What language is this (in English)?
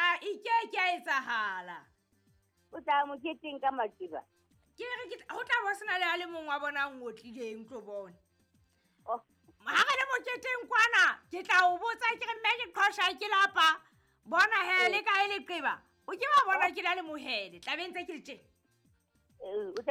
Southern Sotho